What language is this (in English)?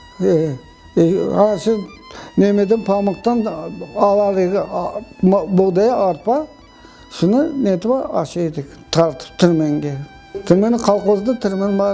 Crimean Tatar